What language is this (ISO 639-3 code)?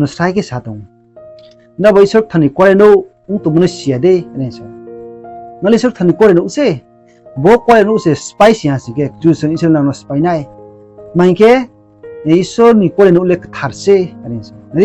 ria